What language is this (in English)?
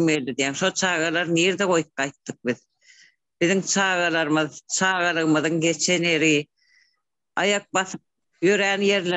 Turkmen